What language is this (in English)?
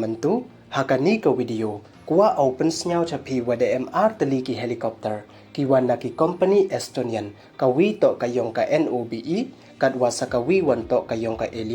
Pnar